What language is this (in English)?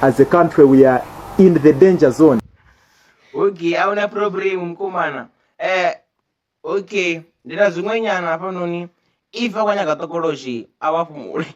Venda